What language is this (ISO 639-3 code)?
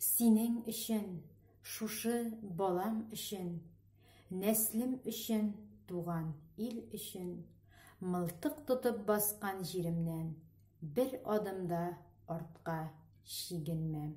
tat